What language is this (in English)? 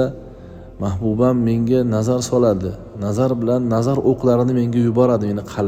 Uzbek